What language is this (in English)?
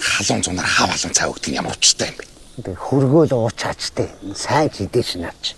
Mongolian